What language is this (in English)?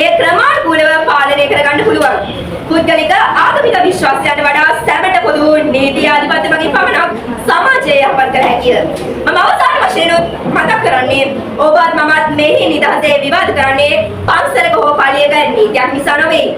Sinhala